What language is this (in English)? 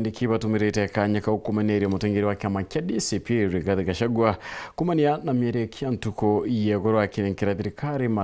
Meru